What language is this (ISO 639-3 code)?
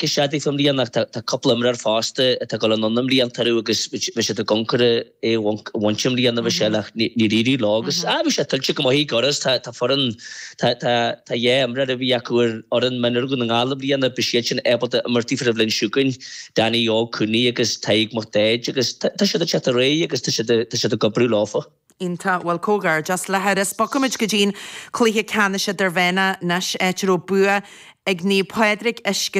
gle